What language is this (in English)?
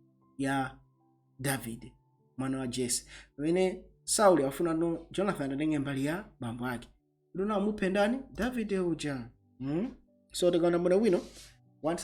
Nyanja